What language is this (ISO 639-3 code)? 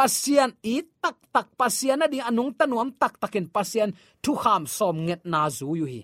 ctd